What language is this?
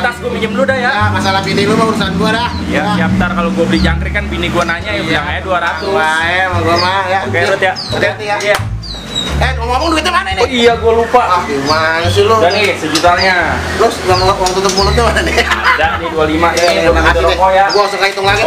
Betawi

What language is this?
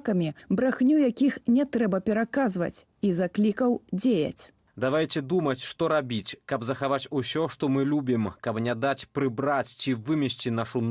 Belarusian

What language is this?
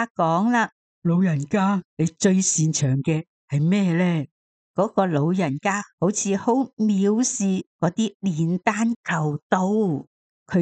Cantonese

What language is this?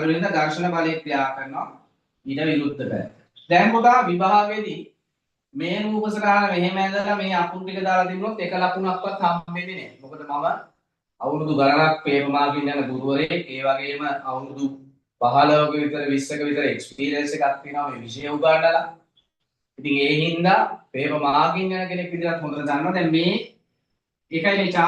Sinhala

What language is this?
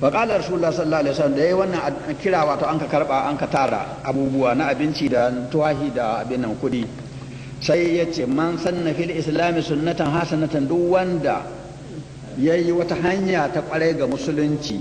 Hausa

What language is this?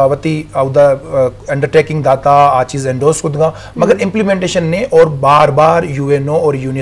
Baluchi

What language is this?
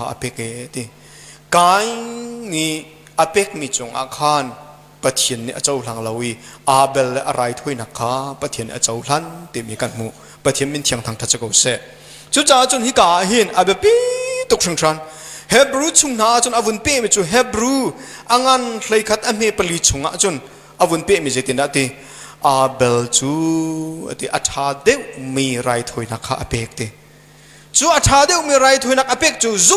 Hakha Chin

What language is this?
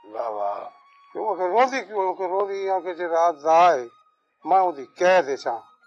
Saraiki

